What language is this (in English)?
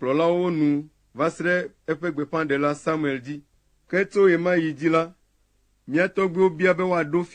Ewe